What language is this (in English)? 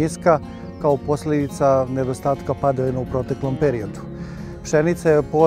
Serbian